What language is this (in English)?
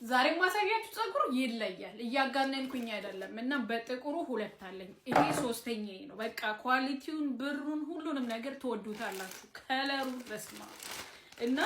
Amharic